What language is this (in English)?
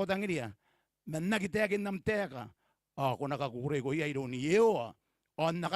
Gilbertese